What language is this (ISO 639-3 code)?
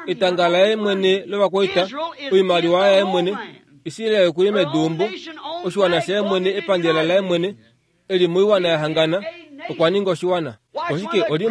kua